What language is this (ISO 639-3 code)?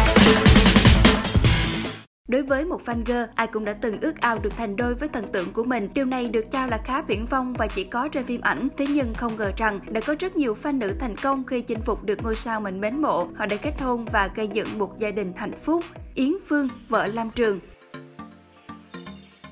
vie